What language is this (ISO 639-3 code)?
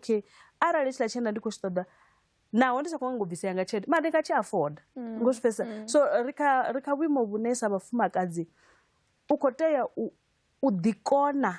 ven